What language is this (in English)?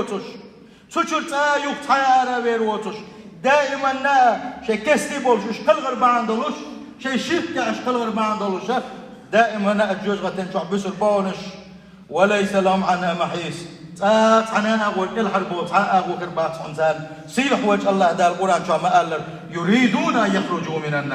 Chechen